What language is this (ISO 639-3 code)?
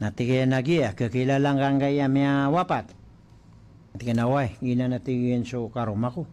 mrw